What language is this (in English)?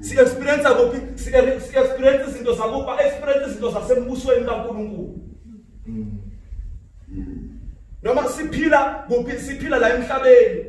Zulu